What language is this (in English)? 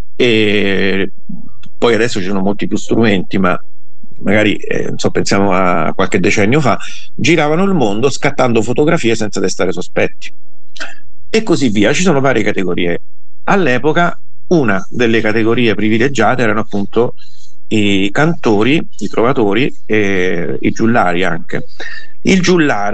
Italian